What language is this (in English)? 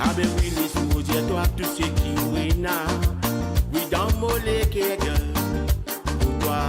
Morisyen